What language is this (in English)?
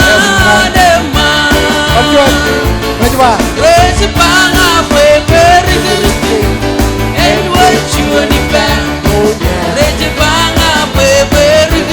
Marshallese